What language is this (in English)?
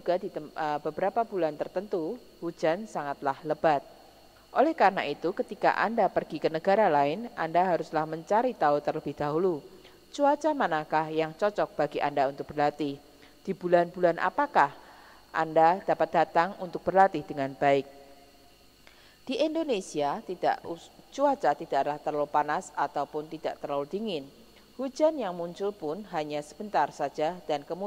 Indonesian